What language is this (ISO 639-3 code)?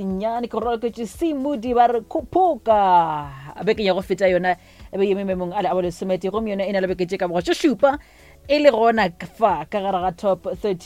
nso